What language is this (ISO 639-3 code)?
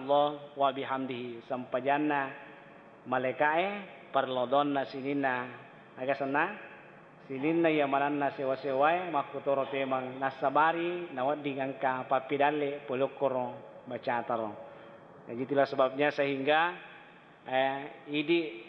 bug